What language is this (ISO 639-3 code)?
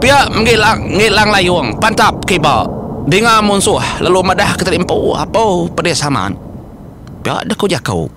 iba